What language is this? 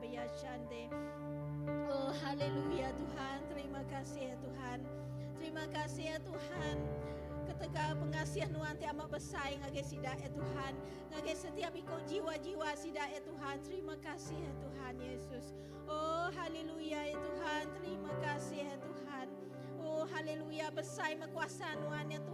Iban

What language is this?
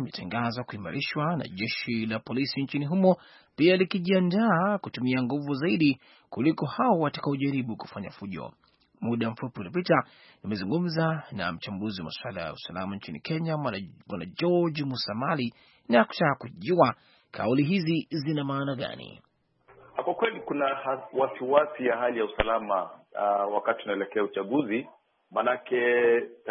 Swahili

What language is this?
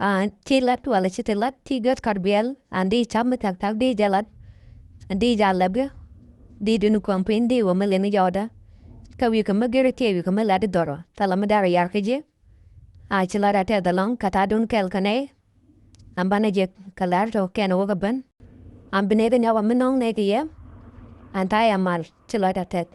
Nuer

